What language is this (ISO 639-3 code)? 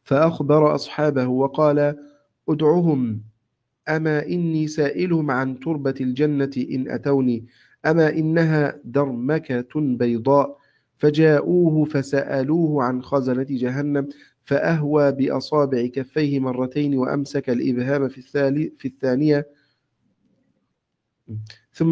ara